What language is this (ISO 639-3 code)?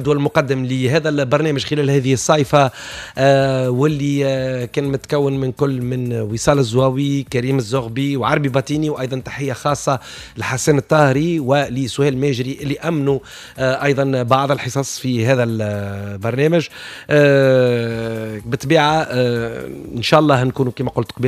aeb